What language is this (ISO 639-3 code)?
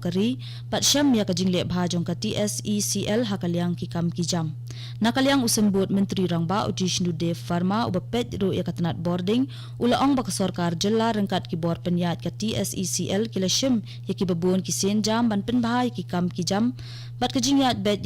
kha